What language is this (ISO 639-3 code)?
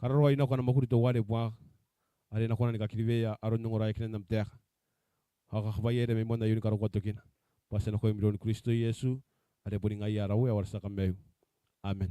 gil